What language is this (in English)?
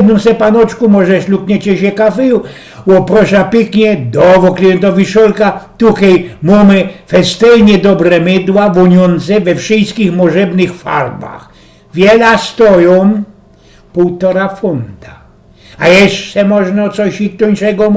Silesian